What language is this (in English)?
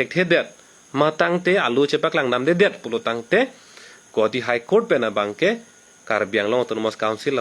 Karbi